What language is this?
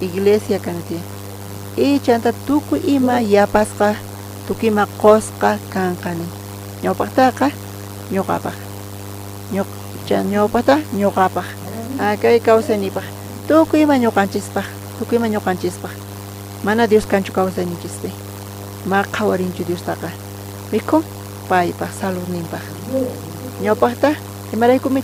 South Bolivian Quechua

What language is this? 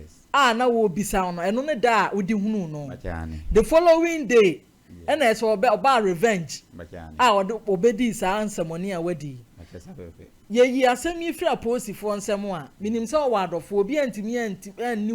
Akan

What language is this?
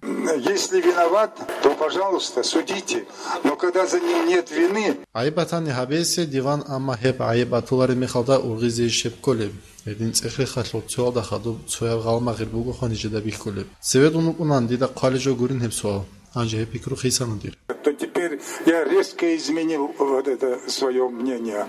Avaric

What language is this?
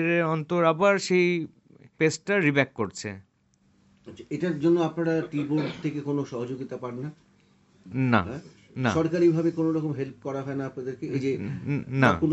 Bangla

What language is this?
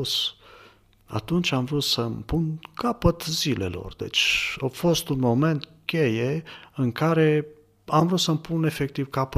Romanian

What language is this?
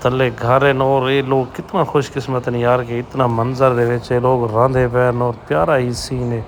Saraiki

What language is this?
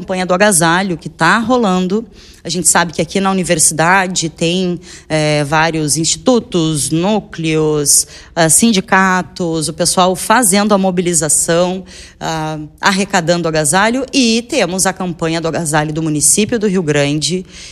Portuguese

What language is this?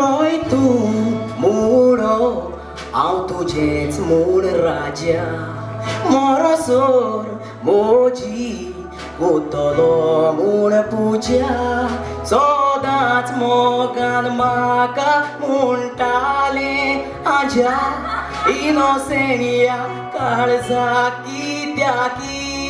Konkani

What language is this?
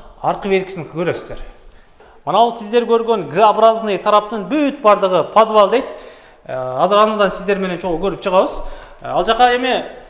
Kyrgyz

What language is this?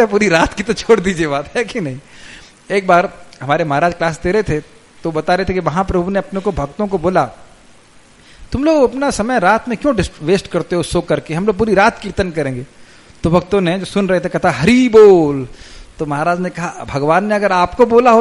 Hindi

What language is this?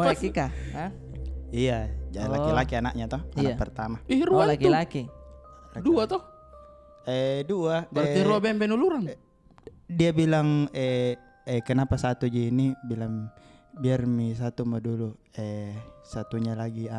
Makassar Malay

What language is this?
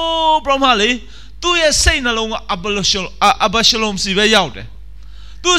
Burmese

